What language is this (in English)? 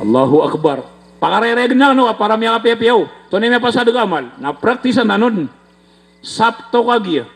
Maranao